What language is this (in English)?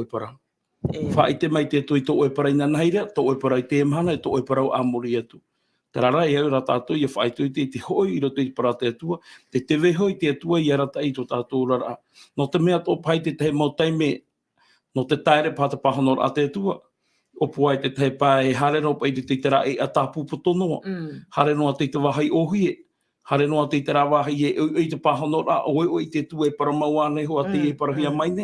Tahitian